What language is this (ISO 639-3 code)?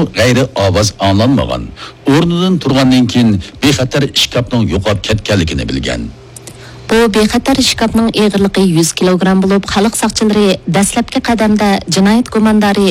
uig